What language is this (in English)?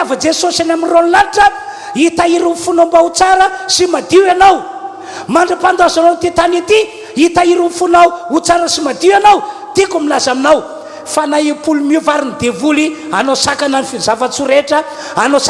Malagasy